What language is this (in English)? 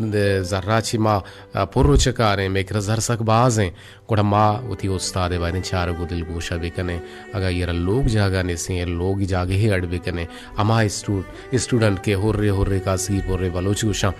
Eastern Balochi